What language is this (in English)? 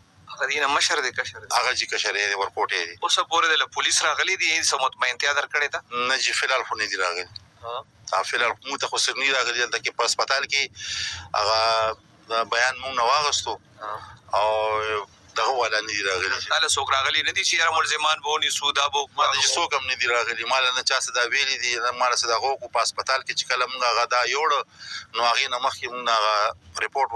Pashto